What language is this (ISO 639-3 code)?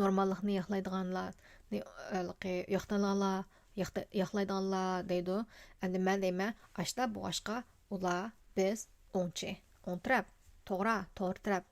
uig